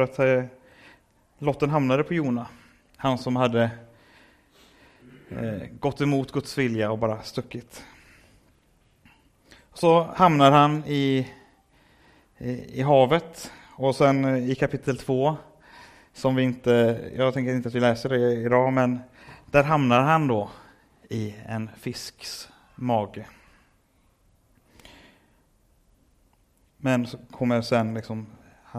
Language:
Swedish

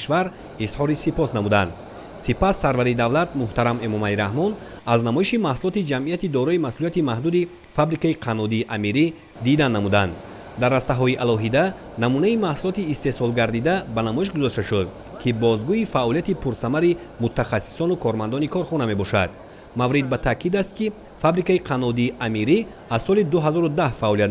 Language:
Tajik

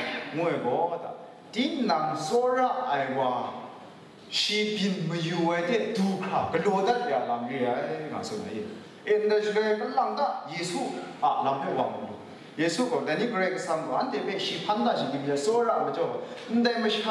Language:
Kachin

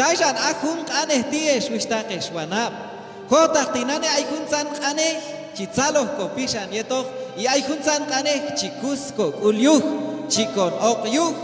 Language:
Q'anjob'al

